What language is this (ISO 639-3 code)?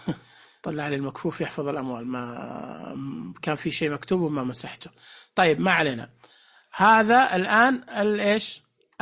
ars